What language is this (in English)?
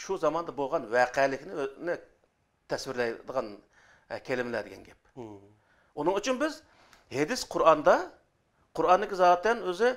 Uyghur